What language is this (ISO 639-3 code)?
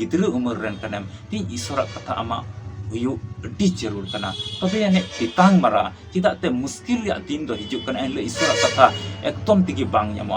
sat